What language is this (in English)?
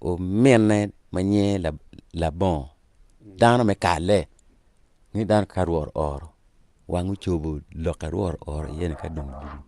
Acoli